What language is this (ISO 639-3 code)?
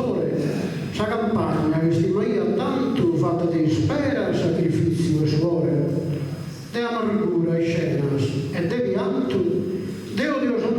srd